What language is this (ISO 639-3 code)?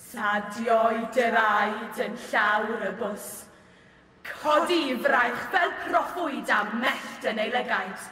cym